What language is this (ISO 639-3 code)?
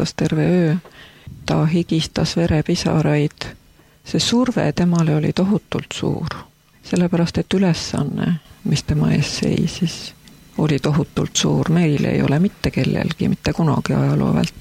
est